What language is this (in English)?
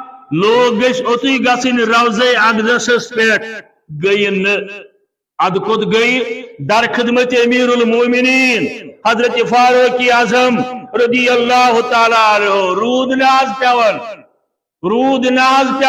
Kashmiri